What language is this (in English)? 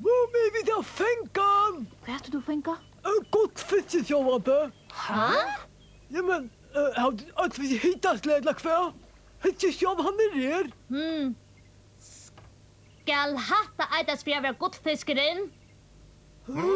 Faroese